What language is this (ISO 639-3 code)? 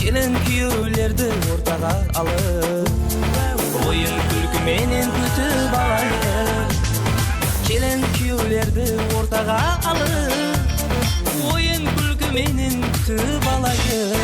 kaa